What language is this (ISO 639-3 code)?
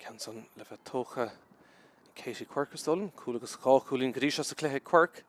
gle